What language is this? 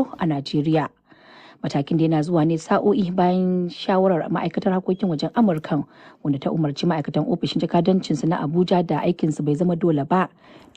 Hausa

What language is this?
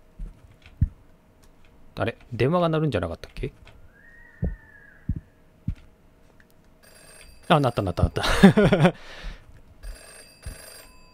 Japanese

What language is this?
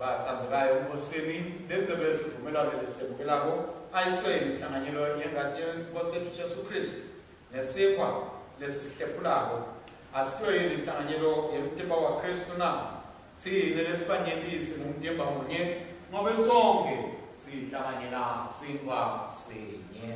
Swati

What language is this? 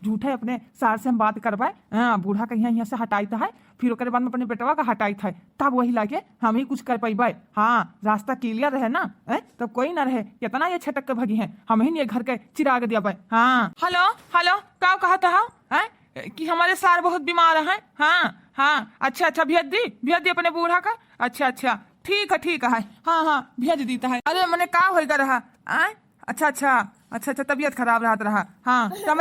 Awadhi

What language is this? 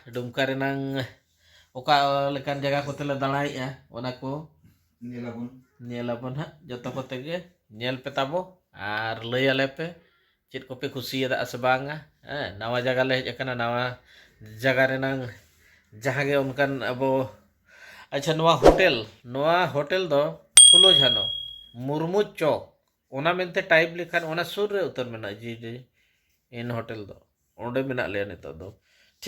Santali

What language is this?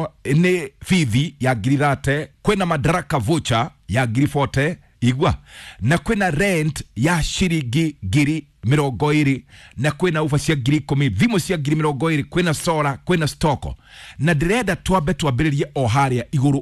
Kikuyu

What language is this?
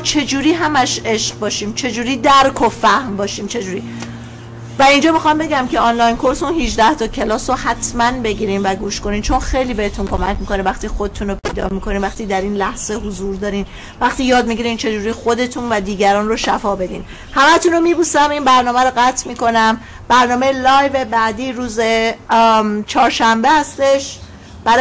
Persian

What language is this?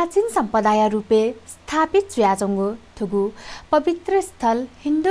Newari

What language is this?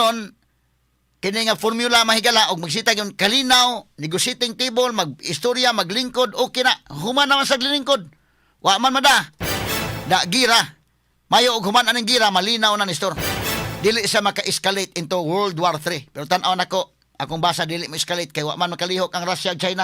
Cebuano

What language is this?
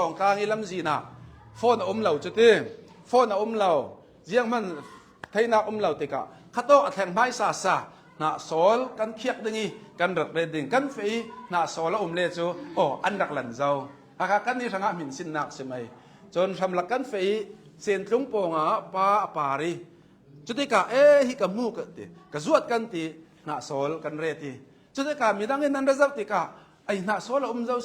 Hakha Chin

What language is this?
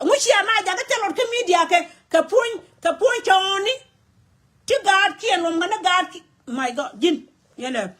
Nuer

